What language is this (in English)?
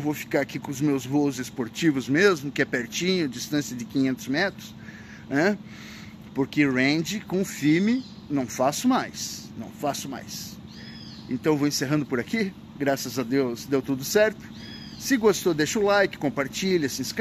Portuguese